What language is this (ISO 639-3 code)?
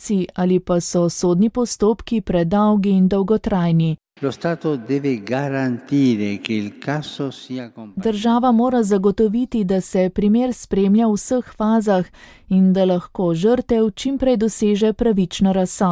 slv